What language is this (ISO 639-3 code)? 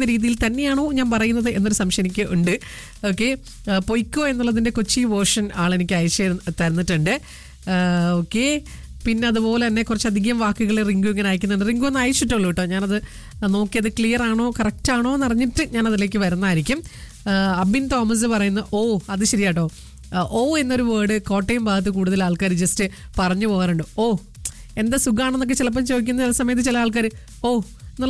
mal